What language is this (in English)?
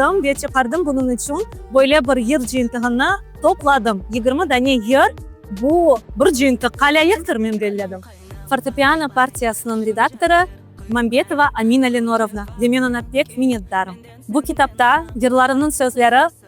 Crimean Tatar